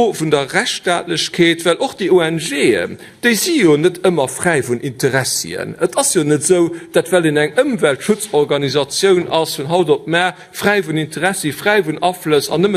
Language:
Luxembourgish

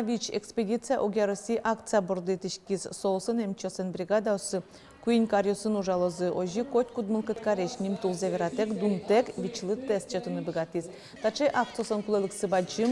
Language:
Udmurt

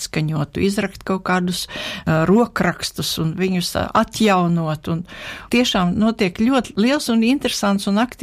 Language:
Latvian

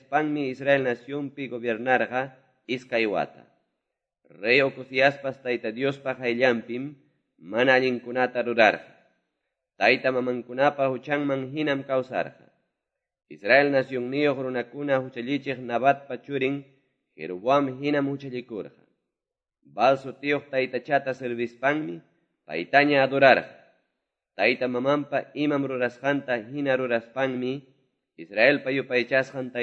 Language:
Quechua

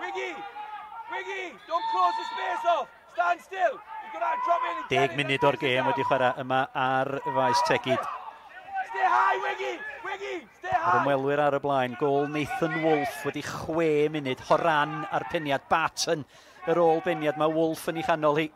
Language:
Welsh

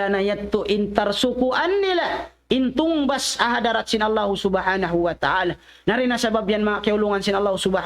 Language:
Tausug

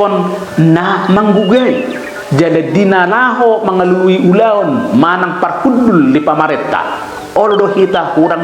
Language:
Batak Toba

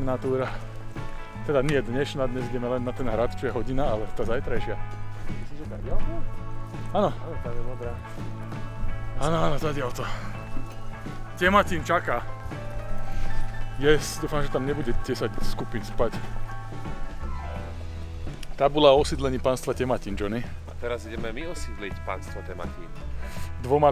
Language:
Slovak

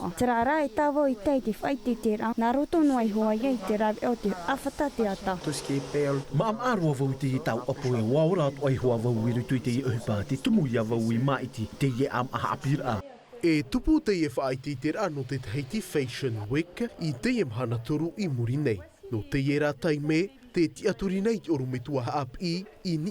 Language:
Tahitian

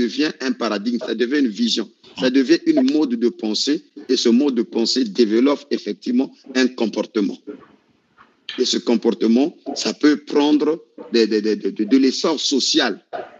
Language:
French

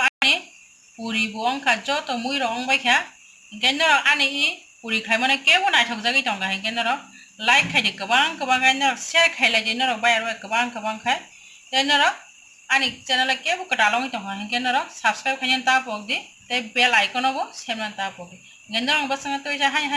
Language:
Kok Borok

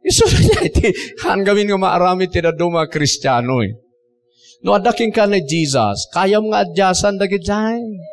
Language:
Iloko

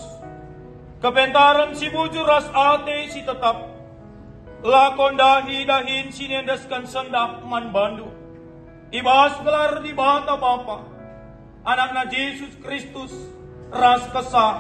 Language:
Batak Karo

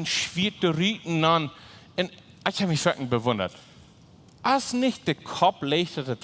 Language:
Plautdietsch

